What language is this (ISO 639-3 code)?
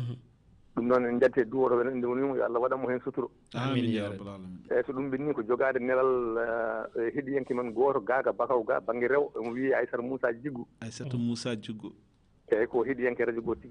ful